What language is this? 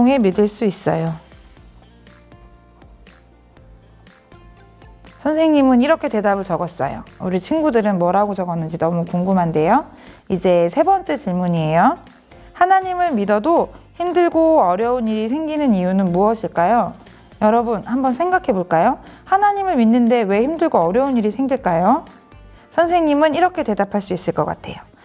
Korean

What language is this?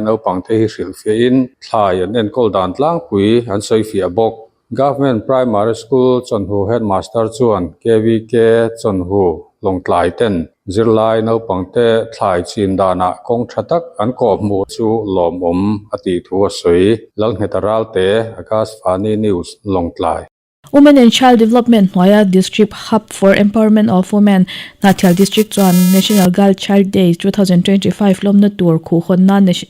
Mizo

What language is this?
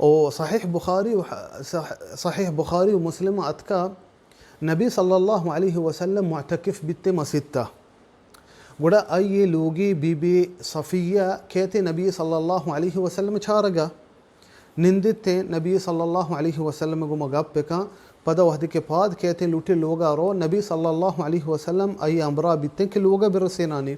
Baluchi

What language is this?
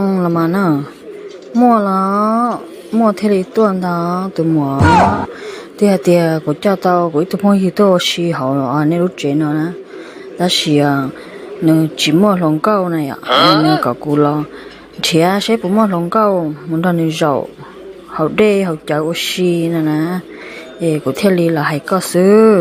Hmong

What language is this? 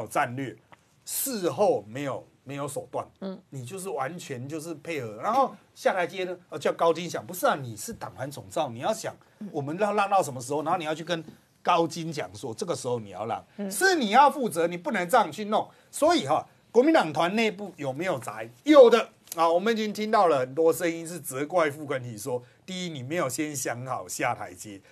Chinese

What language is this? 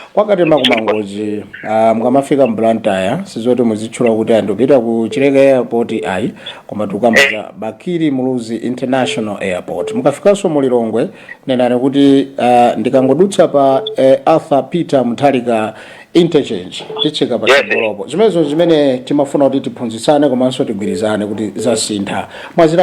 Nyanja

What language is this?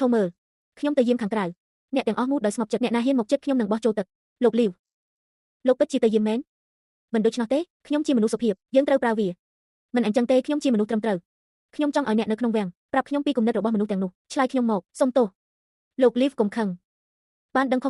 Khmer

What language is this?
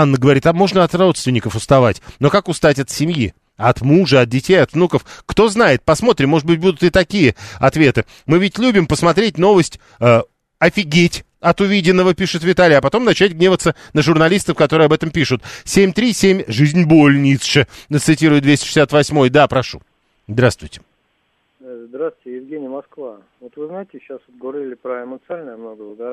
Russian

